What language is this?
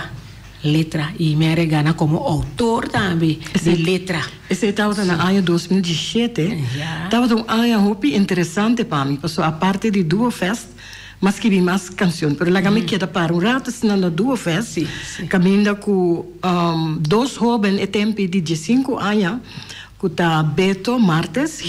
Papiamento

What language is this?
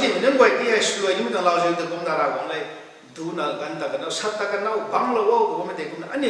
Rongmei Naga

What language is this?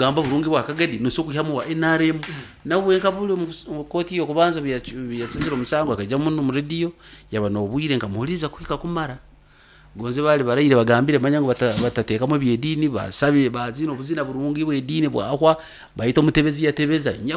Nyankole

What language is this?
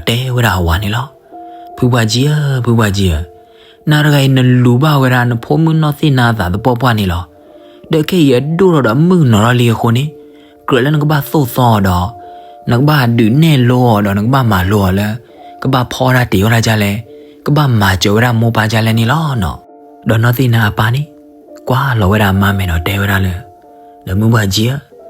S'gaw Karen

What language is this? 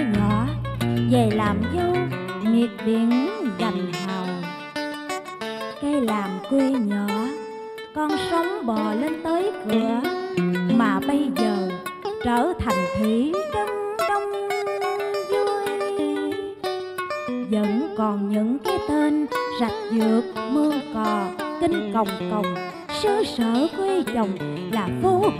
Vietnamese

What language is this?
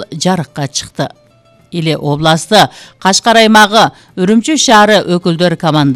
Kyrgyz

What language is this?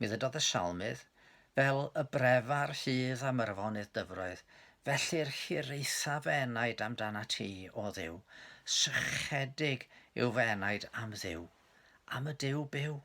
Welsh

